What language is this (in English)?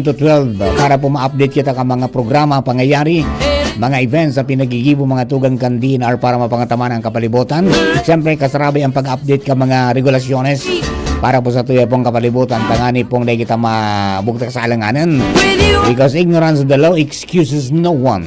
Bikol